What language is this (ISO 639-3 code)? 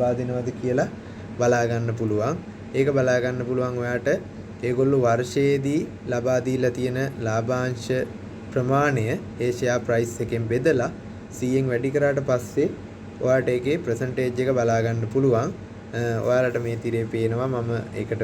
sin